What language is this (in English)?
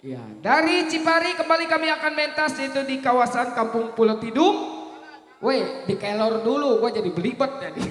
Betawi